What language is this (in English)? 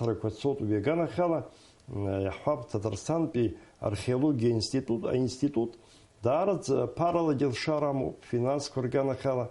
Abkhazian